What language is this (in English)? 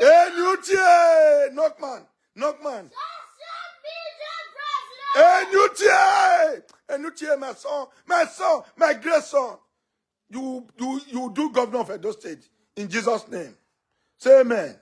Nigerian Pidgin